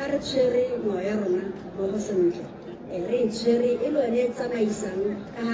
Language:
Tswana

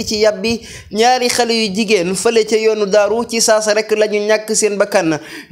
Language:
Wolof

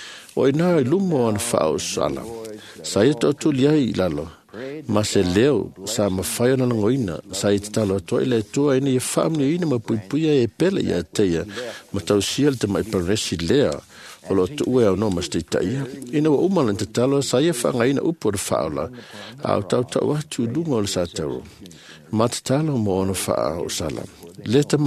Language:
Samoan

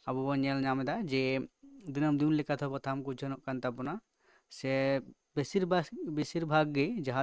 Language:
Santali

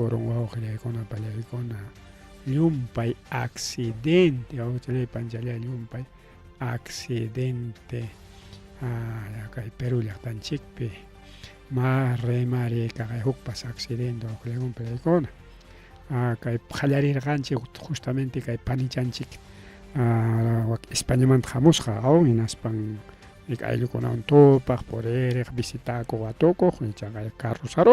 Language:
Ayacucho Quechua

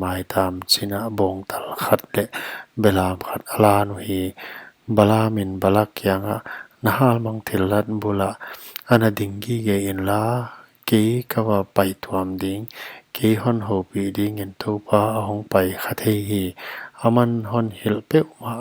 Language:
Paite Chin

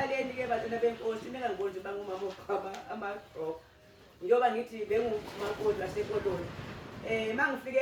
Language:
Zulu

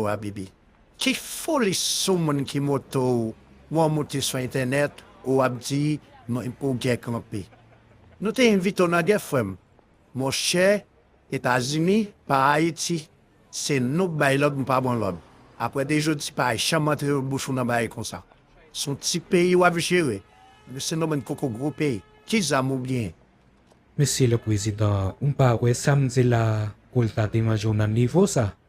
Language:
Haitian Creole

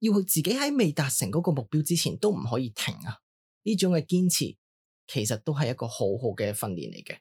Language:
Cantonese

